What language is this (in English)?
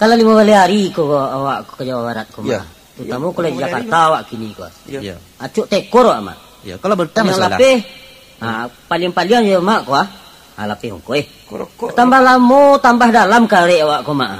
Minangkabau